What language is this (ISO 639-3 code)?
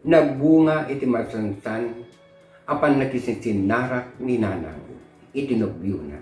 ilo